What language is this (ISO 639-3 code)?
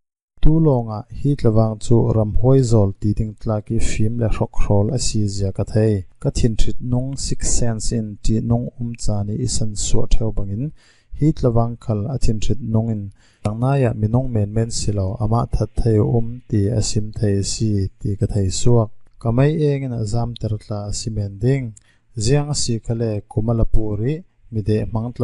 cfm